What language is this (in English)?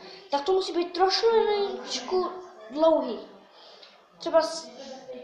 Czech